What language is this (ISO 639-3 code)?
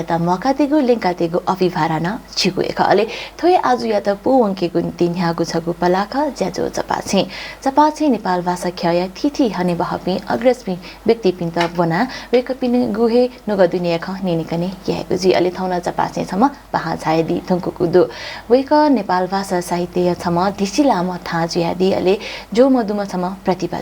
new